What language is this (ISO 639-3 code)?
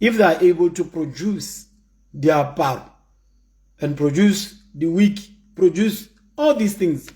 tsn